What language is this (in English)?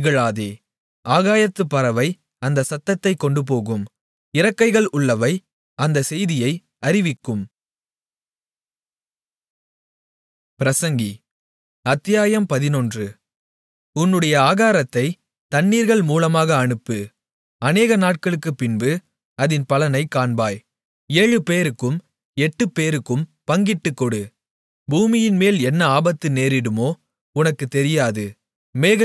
Tamil